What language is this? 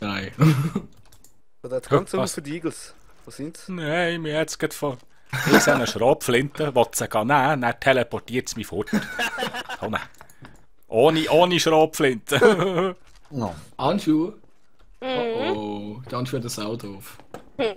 Swiss German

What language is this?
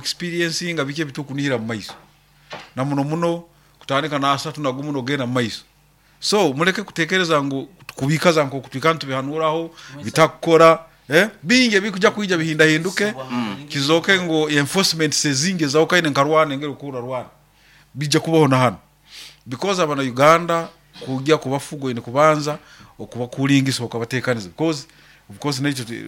Nyoro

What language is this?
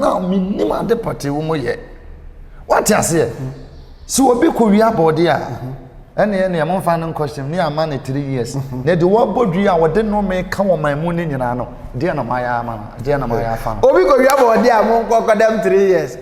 Akan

